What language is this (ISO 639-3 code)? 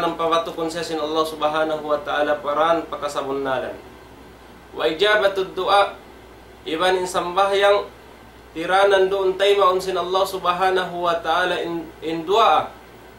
tsg